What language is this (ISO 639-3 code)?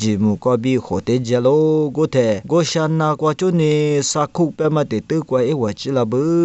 lis